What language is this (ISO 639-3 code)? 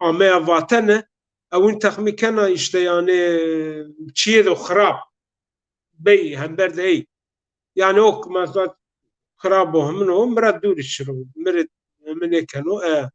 zza